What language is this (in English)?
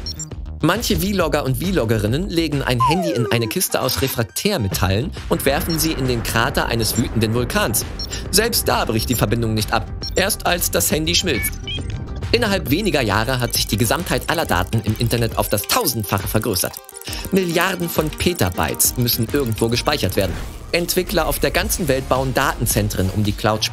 German